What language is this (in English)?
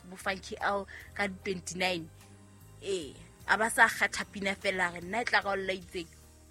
Southern Sotho